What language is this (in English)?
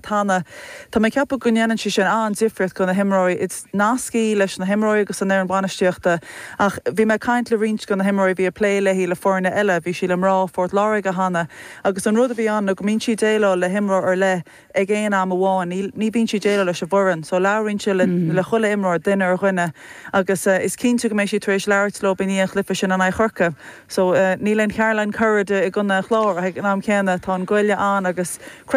Irish